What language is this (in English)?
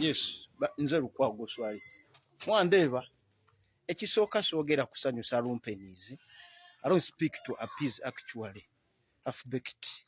Ganda